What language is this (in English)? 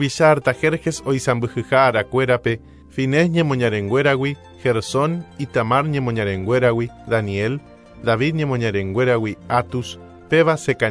Guarani